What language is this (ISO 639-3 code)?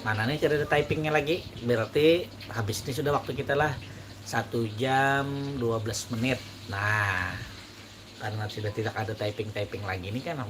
bjn